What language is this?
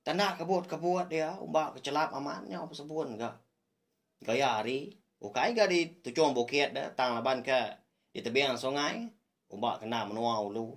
Iban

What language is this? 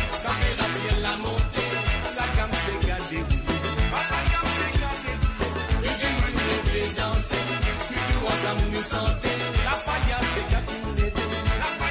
Morisyen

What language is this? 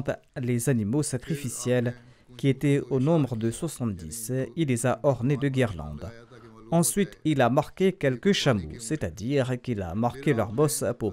French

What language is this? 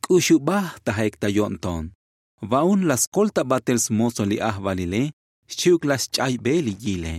Tzotzil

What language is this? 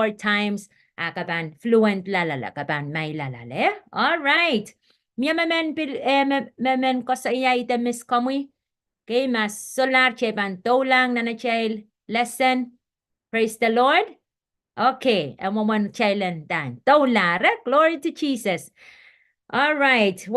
Pohnpeian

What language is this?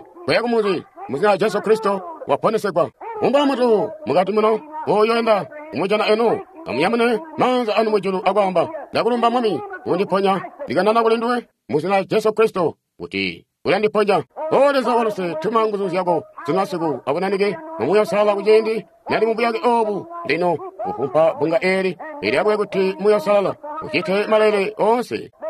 Tonga (Zambia)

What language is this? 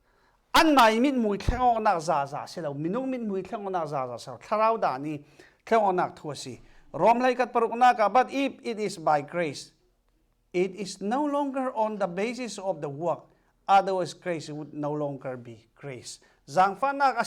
Falam Chin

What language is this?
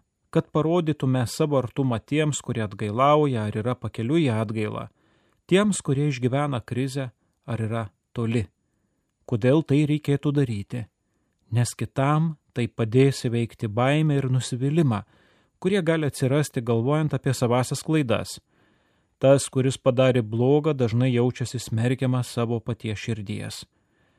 Lithuanian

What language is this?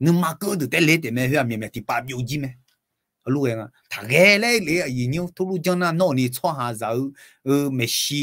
Akha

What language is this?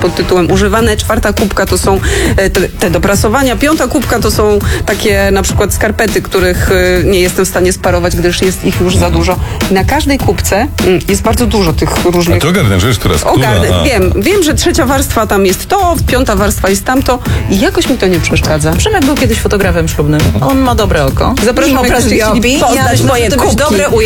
Polish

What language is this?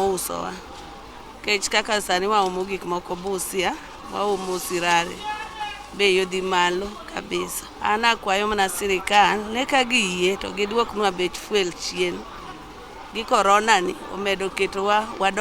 Luo (Kenya and Tanzania)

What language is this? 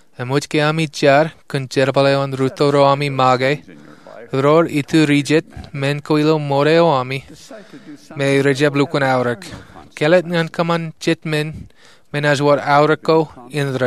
Marshallese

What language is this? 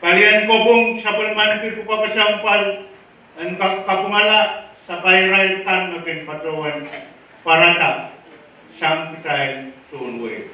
Pohnpeian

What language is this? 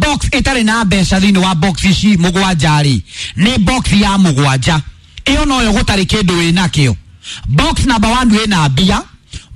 Kikuyu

